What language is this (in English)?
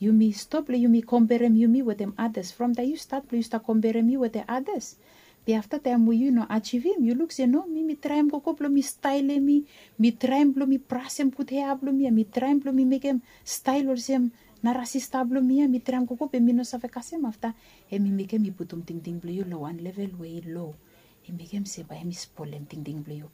Bislama